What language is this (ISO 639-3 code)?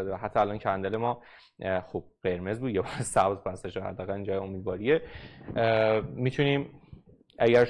fas